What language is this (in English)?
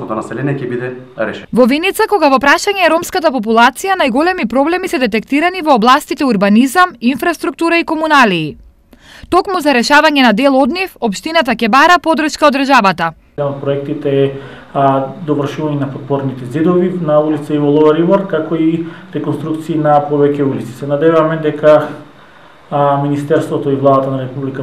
Macedonian